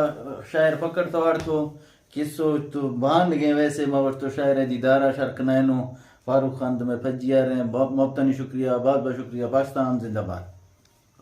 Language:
Eastern Balochi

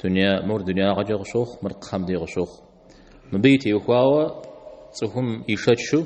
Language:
Kabardian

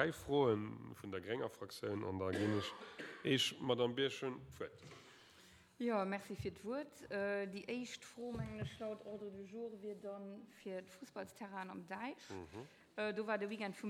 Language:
Luxembourgish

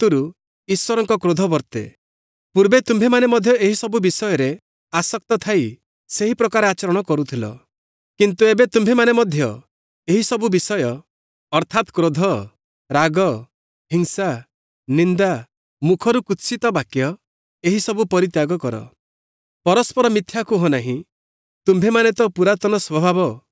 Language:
Odia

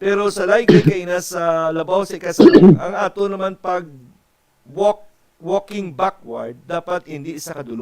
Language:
Hiligaynon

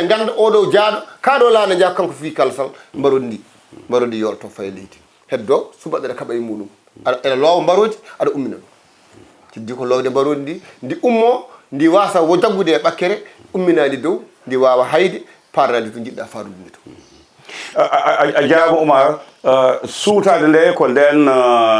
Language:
Fula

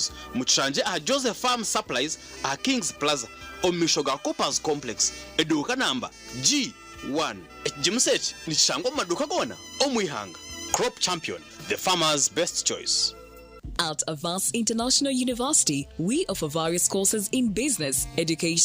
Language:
Nyankole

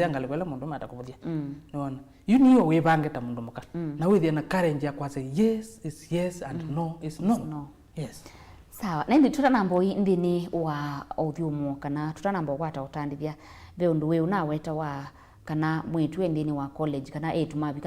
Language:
Kamba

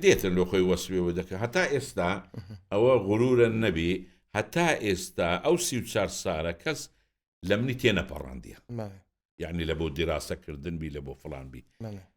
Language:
Central Kurdish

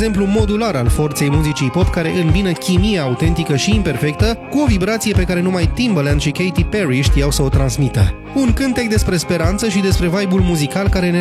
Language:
Romanian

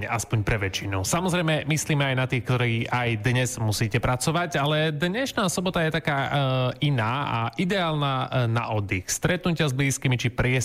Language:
Slovak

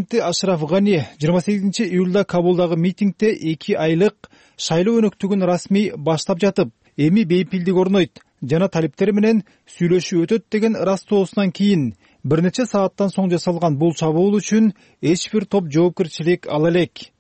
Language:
Kyrgyz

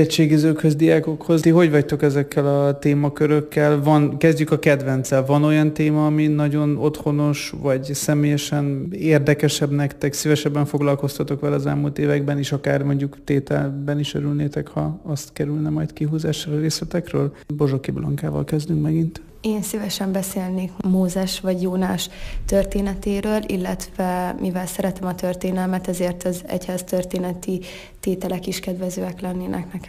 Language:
Hungarian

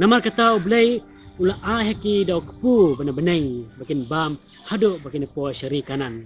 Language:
Khasi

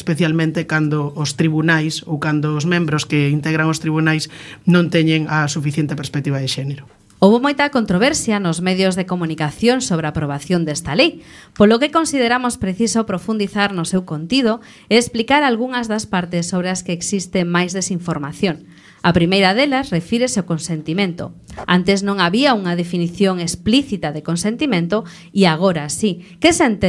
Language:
Galician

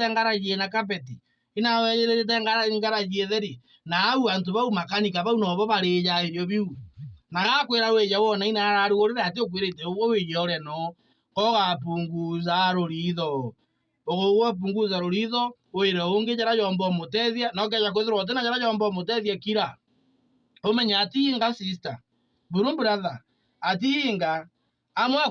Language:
Meru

